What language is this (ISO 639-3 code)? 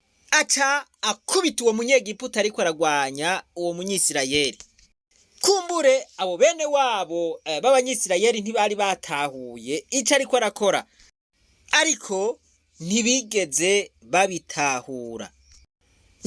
run